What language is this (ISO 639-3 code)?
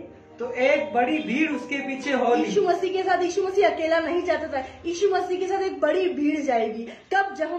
hin